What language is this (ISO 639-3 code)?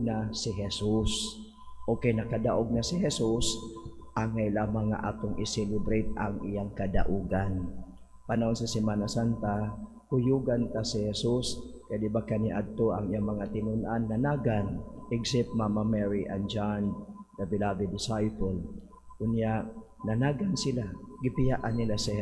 ceb